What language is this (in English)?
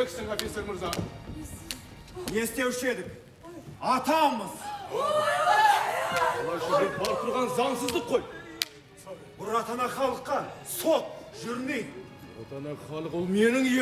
Kazakh